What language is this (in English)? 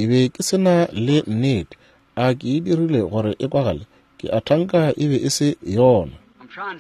Northern Sotho